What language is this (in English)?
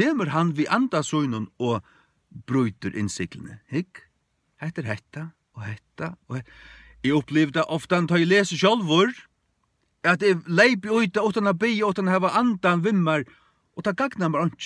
Faroese